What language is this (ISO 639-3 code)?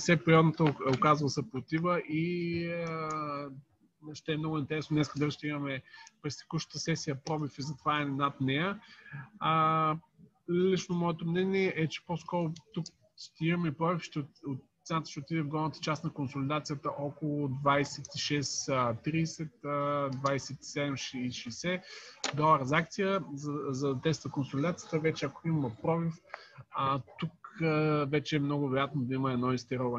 bul